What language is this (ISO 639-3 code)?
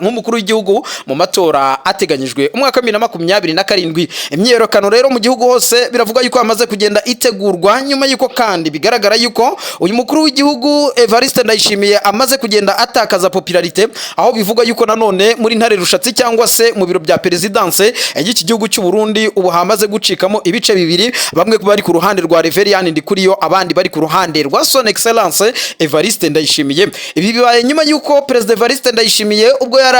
kin